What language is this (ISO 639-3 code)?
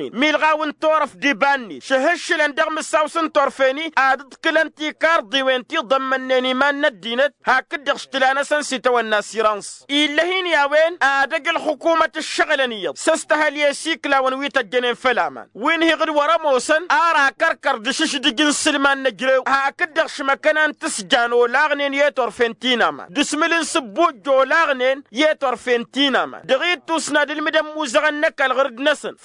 taq